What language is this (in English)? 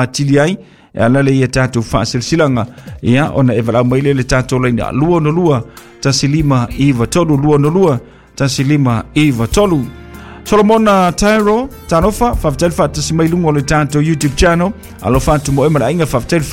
Samoan